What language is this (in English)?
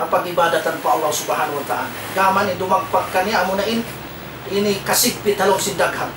Tausug